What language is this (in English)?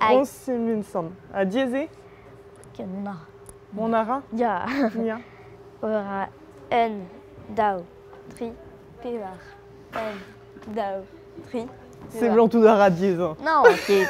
Breton